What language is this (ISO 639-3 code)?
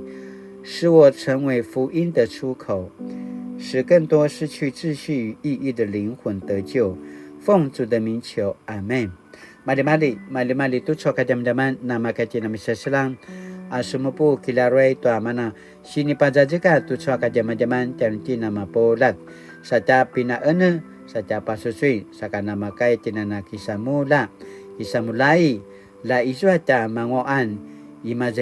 pwn